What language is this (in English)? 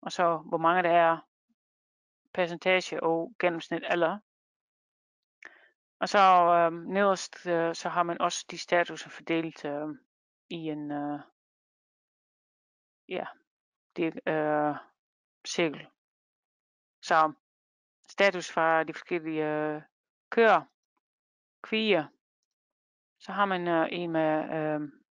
Danish